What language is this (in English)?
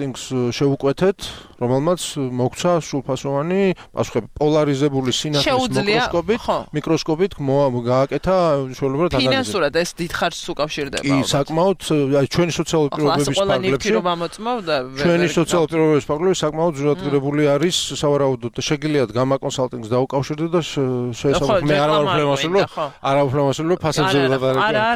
Georgian